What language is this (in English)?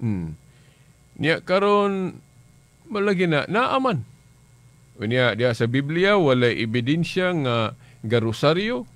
Cebuano